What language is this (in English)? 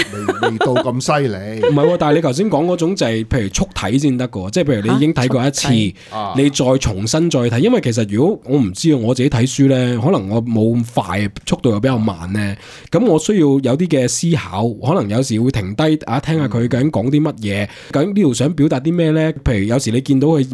Cantonese